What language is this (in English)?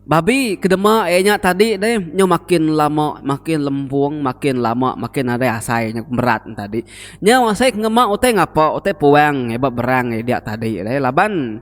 Iban